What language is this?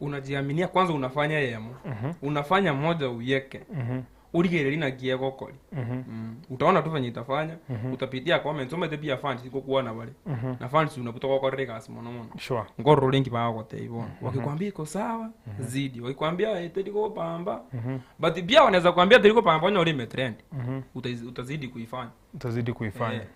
Gusii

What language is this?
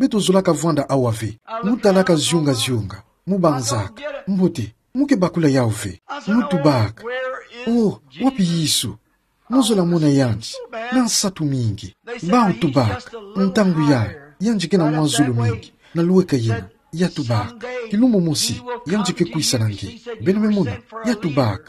Kituba (Democratic Republic of Congo)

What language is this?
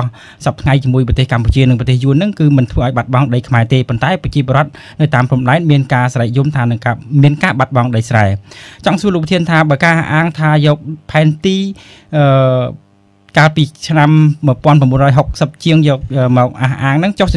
Khmer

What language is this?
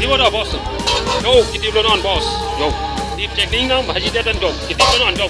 Karbi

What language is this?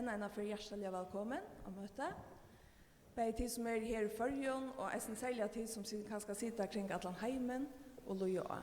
Faroese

